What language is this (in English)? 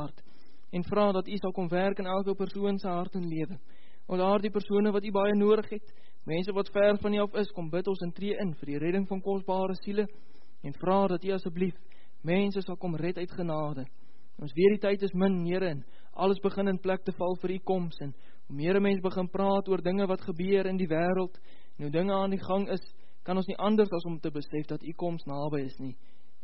Afrikaans